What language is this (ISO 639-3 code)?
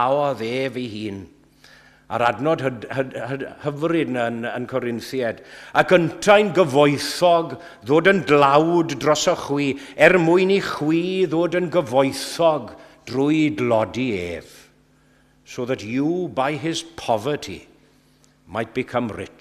cym